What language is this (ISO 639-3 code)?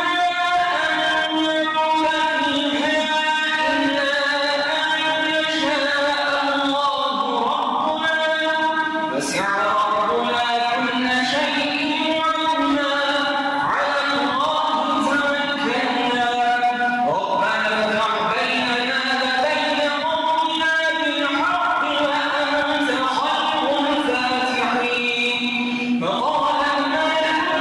ara